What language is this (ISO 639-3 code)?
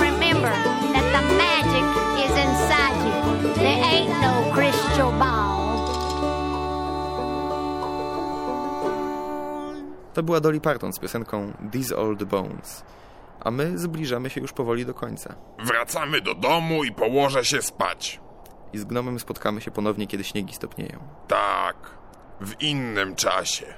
pol